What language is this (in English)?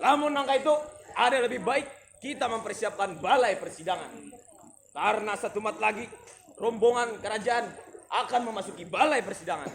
Banjar